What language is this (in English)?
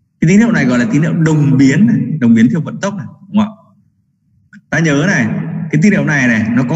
Vietnamese